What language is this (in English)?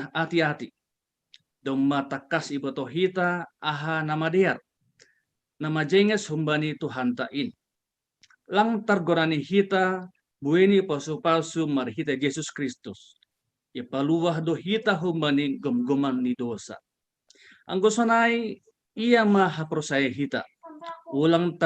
Batak Simalungun